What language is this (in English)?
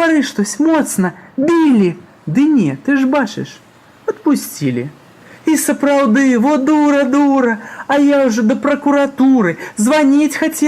Belarusian